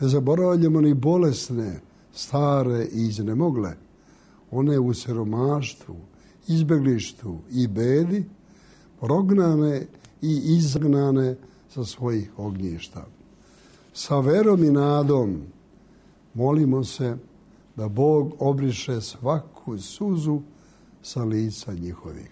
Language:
Serbian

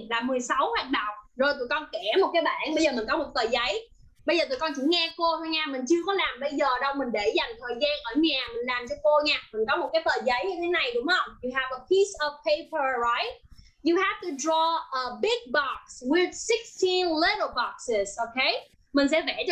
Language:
Vietnamese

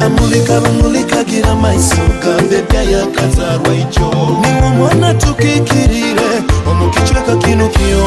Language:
Nyoro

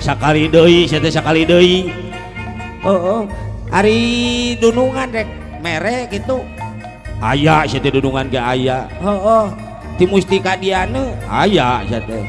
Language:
Sundanese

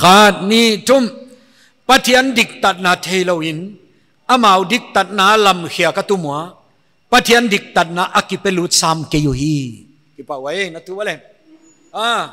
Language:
Paite Chin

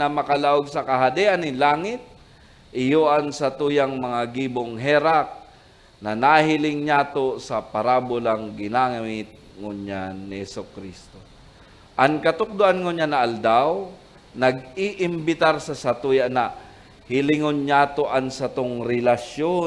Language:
Bikol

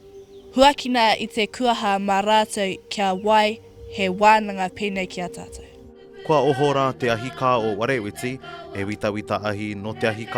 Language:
Māori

